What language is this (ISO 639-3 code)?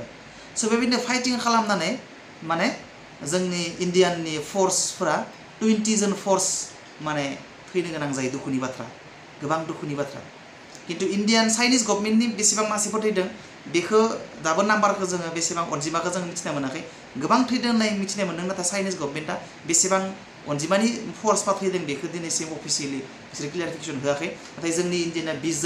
brx